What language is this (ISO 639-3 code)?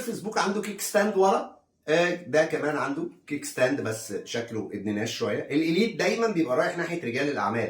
arz